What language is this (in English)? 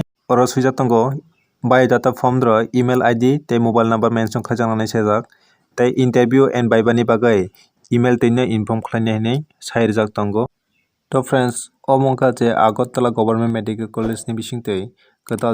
Kok Borok